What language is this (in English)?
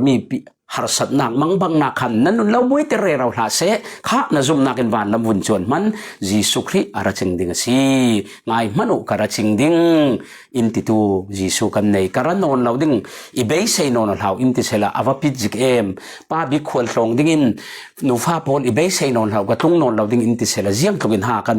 Falam Chin